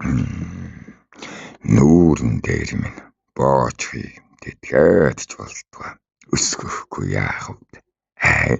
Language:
Mongolian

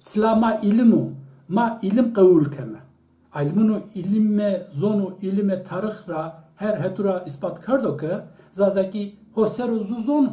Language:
Zaza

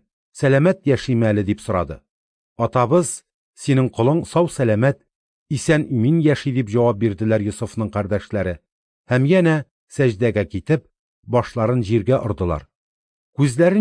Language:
Tatar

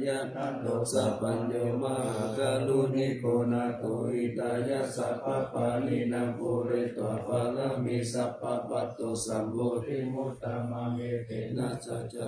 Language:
Pali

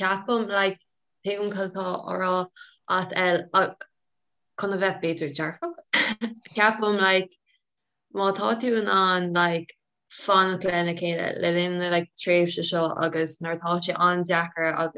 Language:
Irish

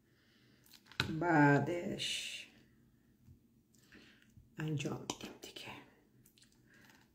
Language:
Persian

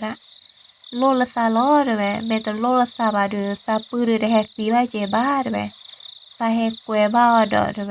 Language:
S'gaw Karen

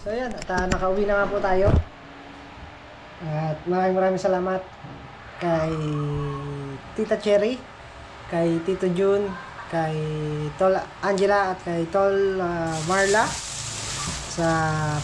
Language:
Filipino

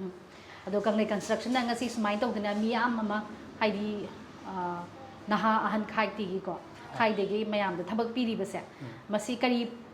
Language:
Manipuri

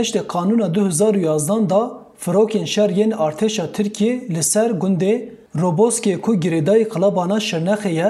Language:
Kurdish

